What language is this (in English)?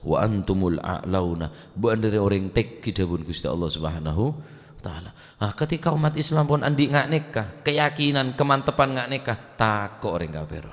Madurese